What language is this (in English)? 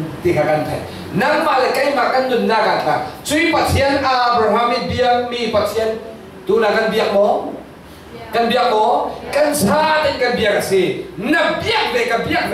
Falam Chin